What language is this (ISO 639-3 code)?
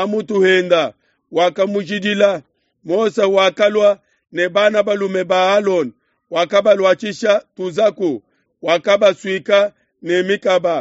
lua